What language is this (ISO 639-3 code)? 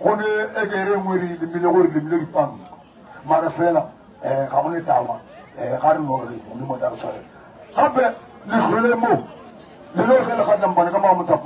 nso